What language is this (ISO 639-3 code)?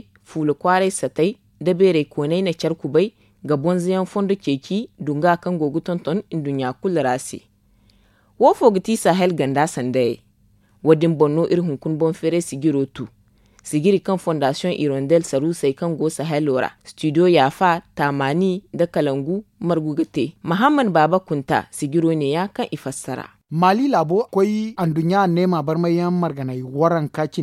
dje